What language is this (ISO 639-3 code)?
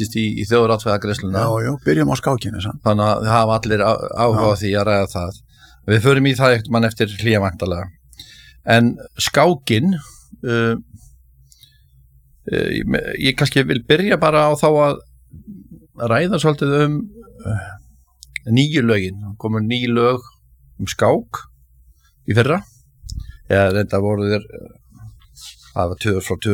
isl